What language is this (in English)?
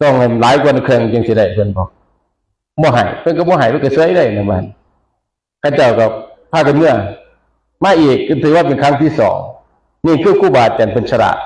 Northeastern Thai